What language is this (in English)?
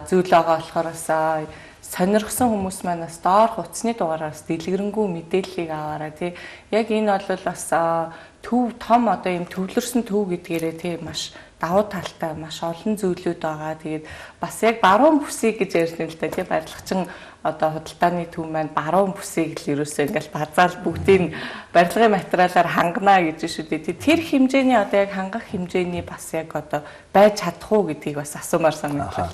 Mongolian